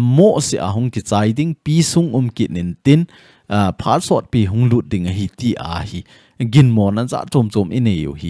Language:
Thado Chin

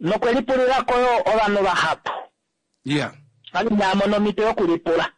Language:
Kuanyama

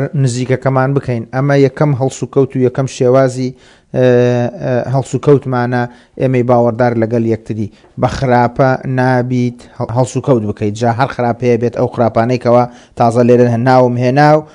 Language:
Central Kurdish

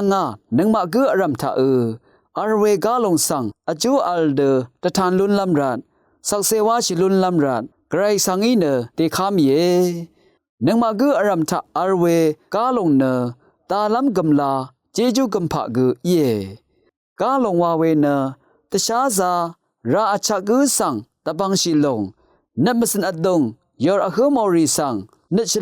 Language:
Rawang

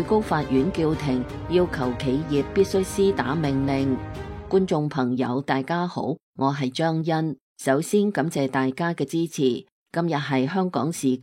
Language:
Cantonese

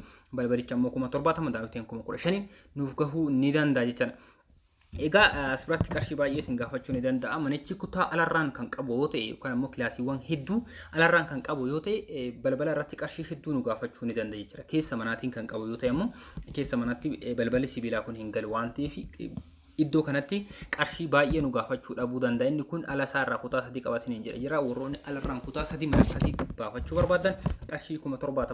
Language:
Oromo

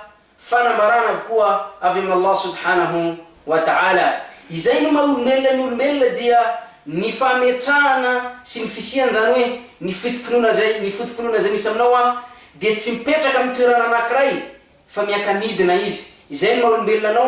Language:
Malagasy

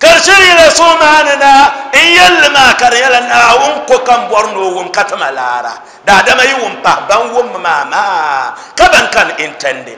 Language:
Dagbani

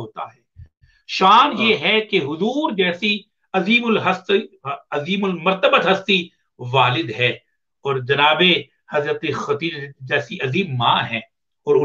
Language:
Urdu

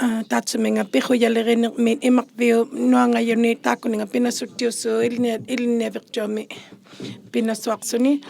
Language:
Inuktitut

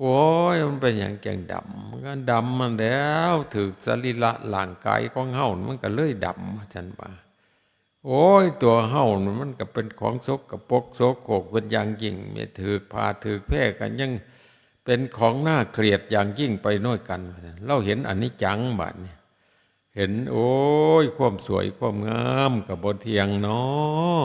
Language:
Northeastern Thai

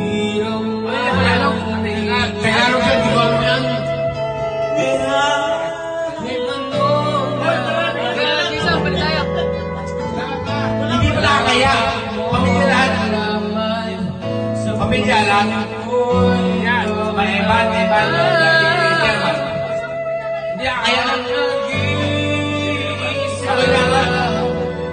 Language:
Filipino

